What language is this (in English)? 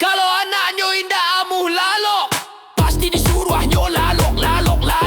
Minangkabau